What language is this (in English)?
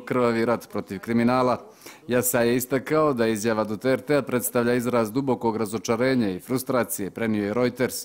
Bosnian